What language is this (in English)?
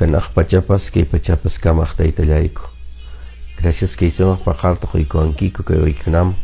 Quechua